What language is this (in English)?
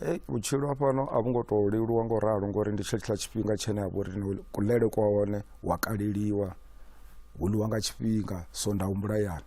Venda